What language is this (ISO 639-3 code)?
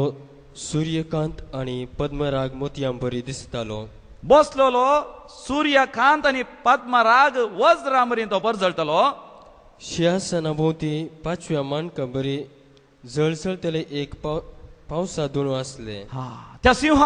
kok